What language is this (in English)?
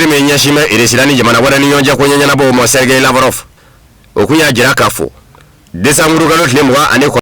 Bambara